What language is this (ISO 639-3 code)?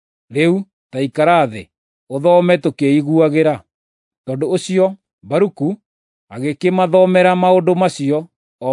kik